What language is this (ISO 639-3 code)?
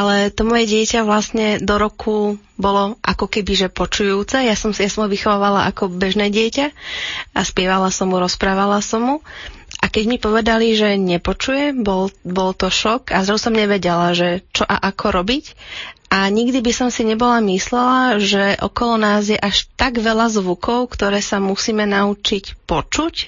slk